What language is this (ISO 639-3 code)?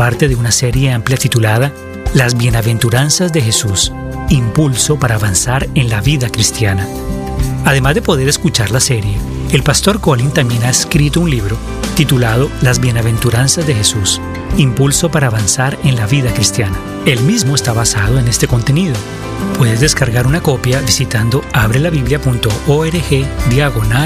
spa